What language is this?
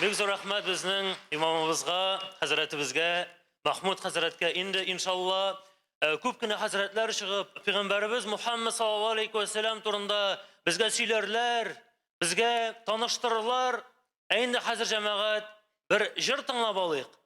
Tatar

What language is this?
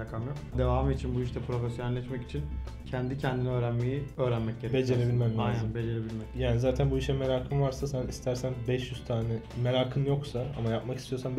Turkish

